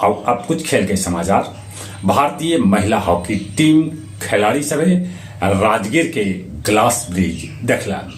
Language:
Magahi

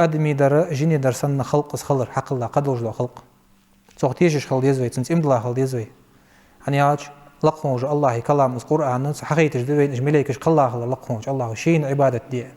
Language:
Ingush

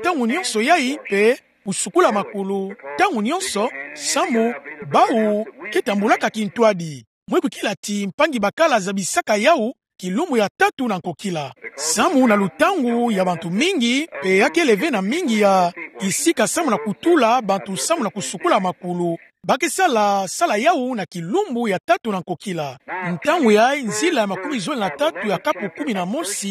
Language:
Kituba (Democratic Republic of Congo)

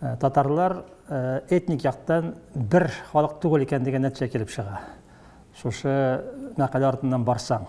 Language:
Tatar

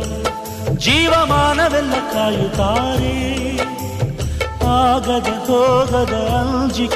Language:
Kannada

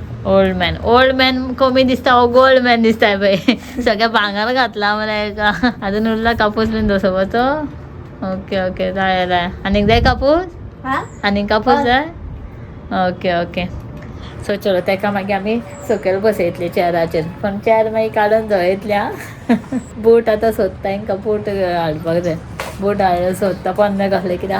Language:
Konkani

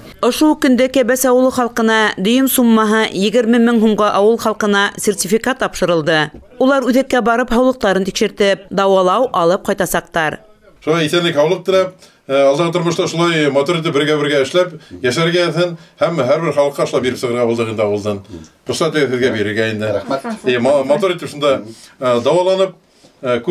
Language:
Bashkir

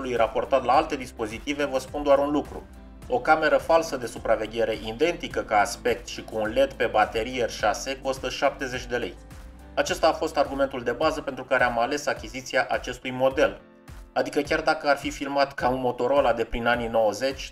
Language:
Romanian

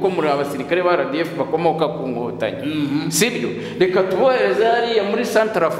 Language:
Kinyarwanda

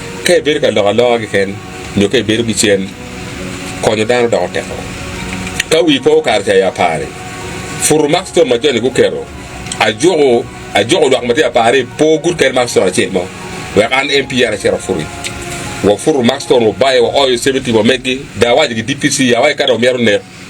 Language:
Acoli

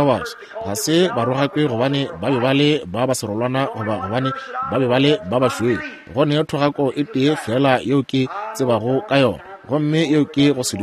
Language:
Northern Sotho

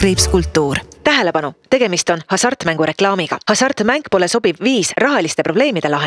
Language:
Estonian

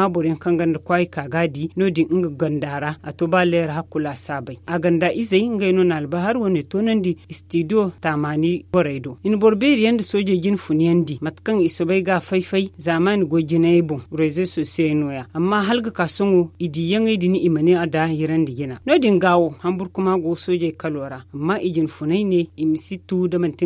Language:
Zarma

